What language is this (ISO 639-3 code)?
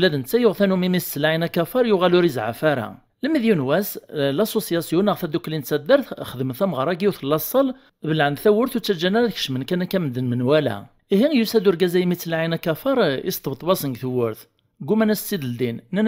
kab